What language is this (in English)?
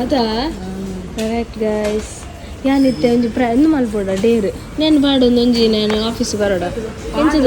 Tulu